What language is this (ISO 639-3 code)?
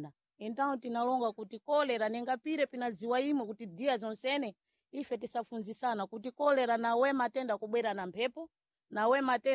seh